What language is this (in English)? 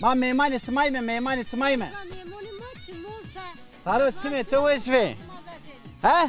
Zaza